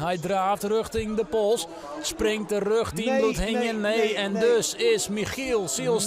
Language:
Western Frisian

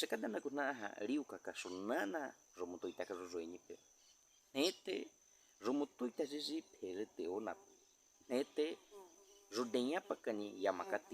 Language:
Baniwa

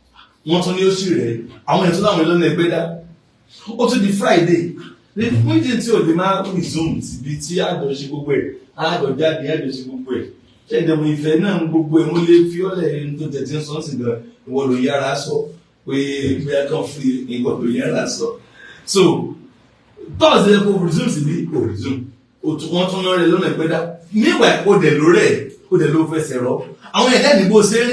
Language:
Yoruba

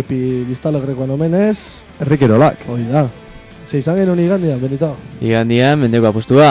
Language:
Basque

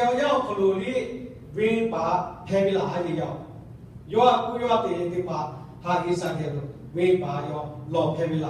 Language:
Lahu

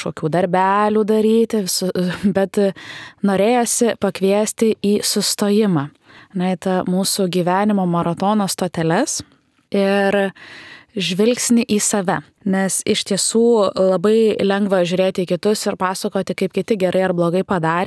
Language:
Lithuanian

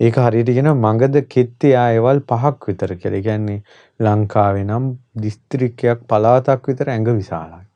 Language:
Sinhala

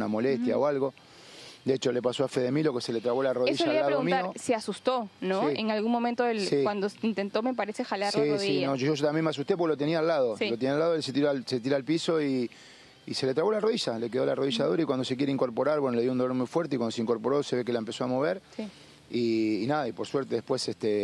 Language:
Spanish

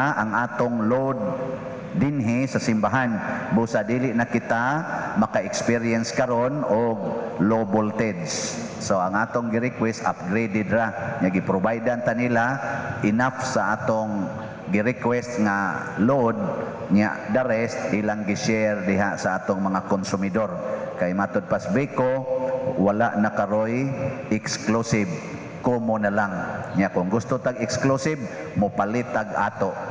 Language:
Cebuano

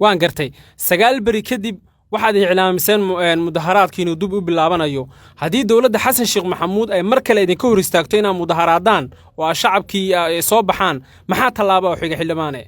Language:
Somali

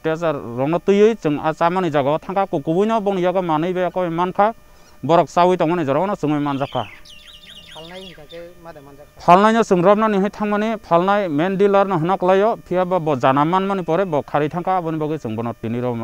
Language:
Kok Borok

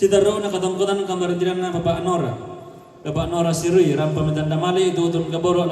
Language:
Toraja-Sa'dan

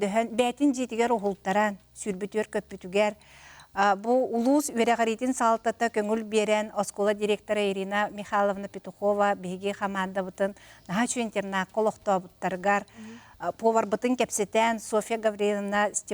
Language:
Yakut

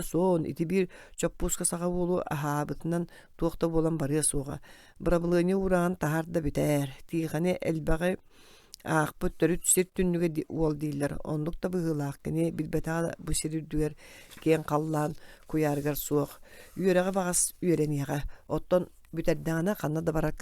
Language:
Yakut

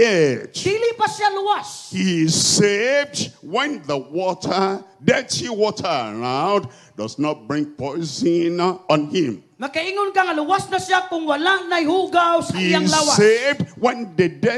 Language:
Cebuano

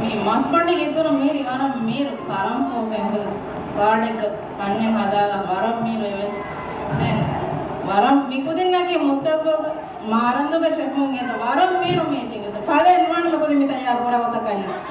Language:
Divehi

